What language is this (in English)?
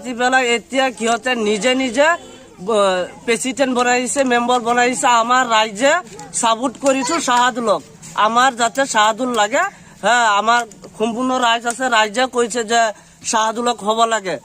Assamese